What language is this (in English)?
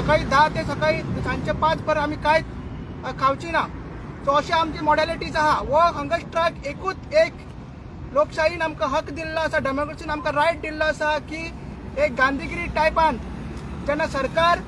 Konkani